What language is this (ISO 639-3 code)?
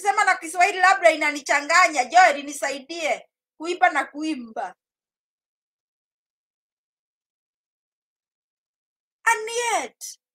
swa